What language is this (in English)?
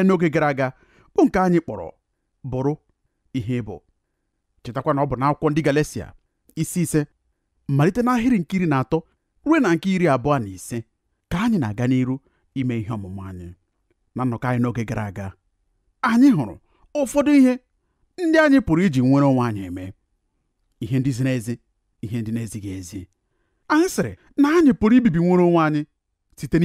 Igbo